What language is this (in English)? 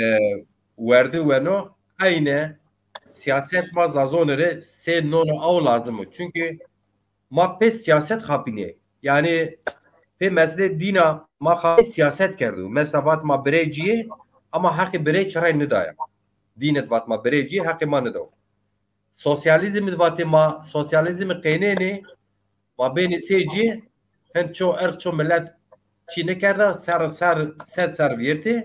Zaza